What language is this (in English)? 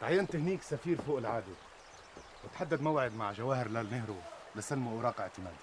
North Levantine Arabic